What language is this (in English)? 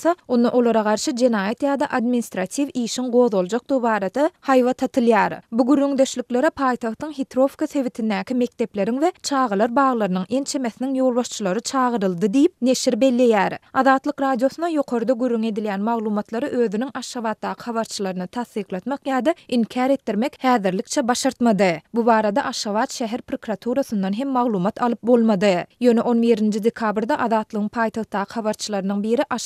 Turkmen